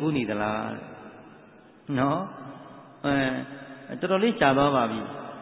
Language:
Burmese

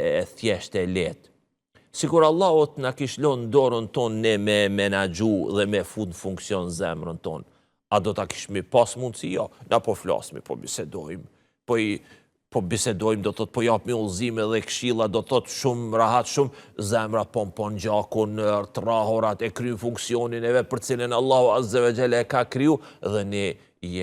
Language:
Albanian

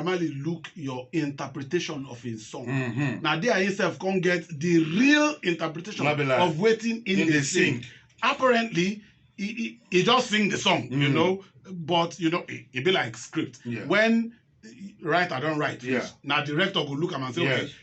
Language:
Nigerian Pidgin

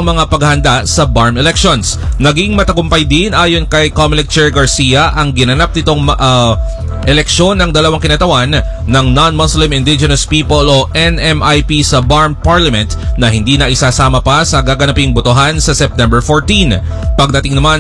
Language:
Filipino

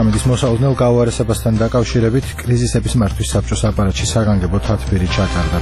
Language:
Georgian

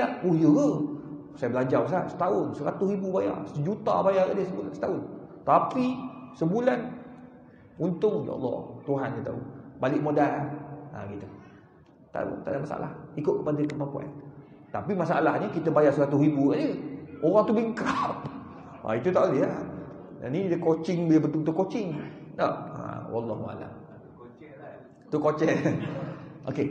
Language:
Malay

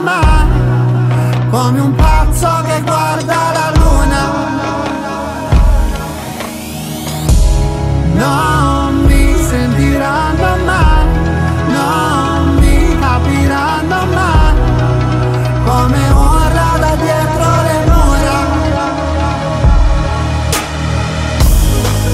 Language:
Italian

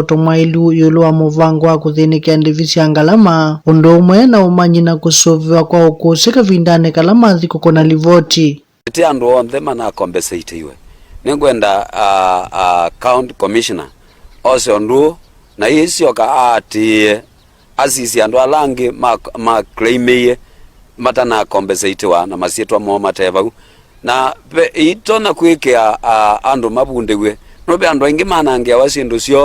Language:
Kamba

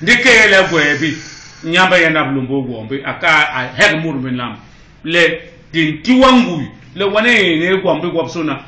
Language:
Basaa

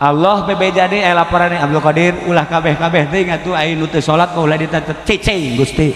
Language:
Sundanese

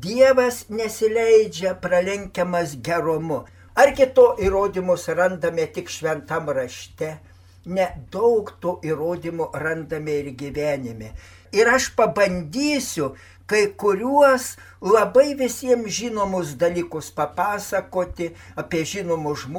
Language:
Lithuanian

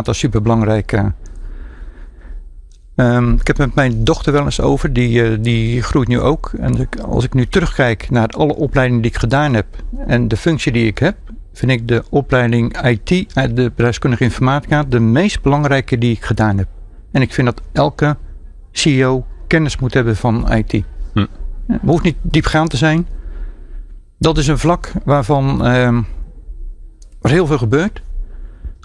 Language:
Dutch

